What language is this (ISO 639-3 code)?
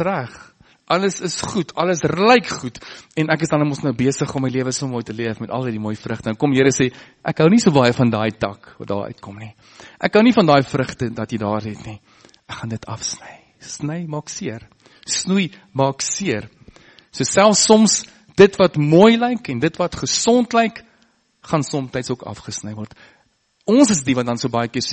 afr